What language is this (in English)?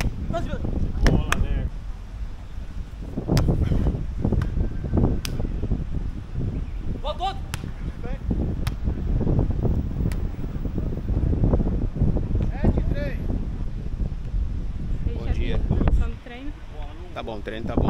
Portuguese